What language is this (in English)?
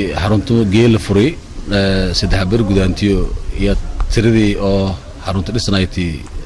Somali